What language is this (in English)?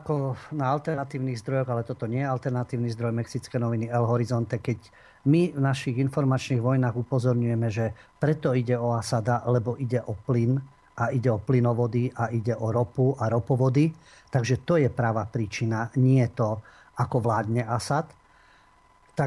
Slovak